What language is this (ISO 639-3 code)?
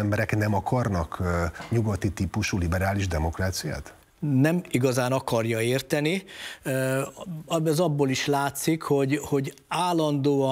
hun